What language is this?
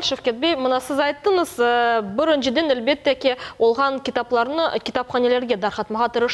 Crimean Tatar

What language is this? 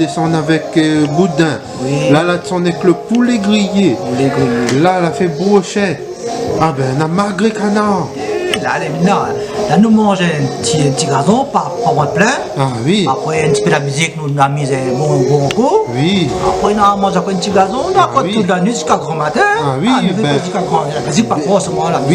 Réunion Creole French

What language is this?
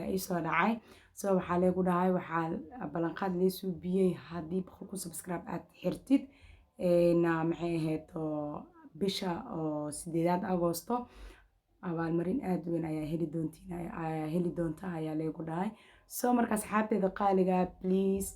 Somali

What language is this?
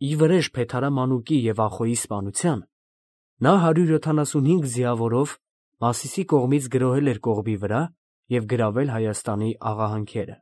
Armenian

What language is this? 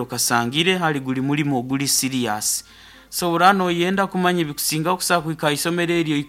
Nyoro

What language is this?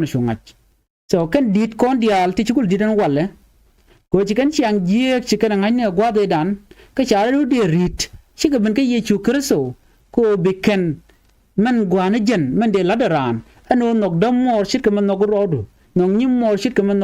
Nuer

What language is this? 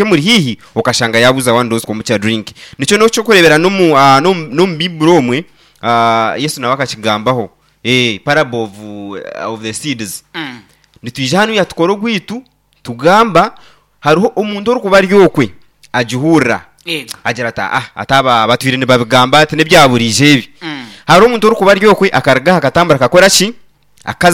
Nyankole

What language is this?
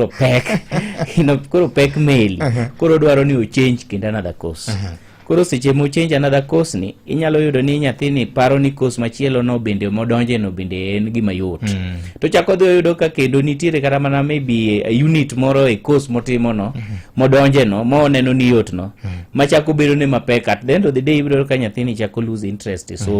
Luo (Kenya and Tanzania)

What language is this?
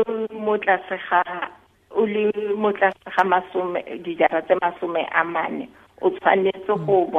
Tswana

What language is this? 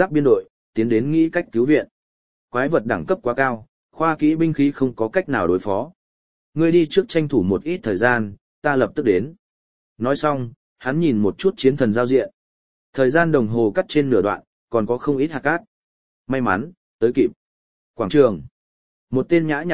Vietnamese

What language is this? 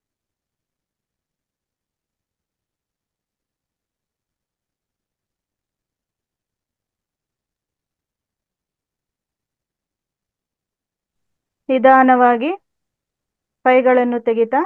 Kannada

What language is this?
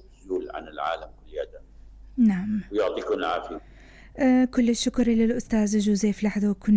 North Levantine Arabic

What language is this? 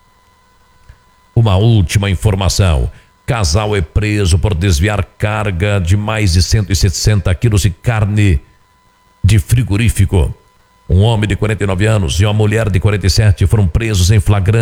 Portuguese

